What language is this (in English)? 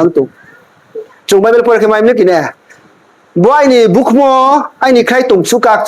Riang (India)